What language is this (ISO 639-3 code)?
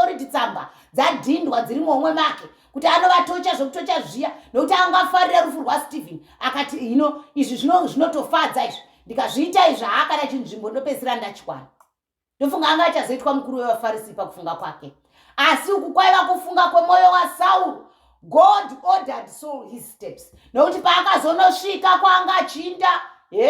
sna